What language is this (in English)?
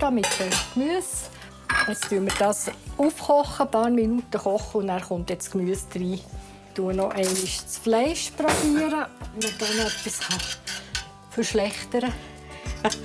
Swiss German